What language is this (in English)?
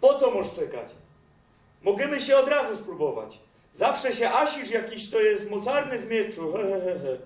Silesian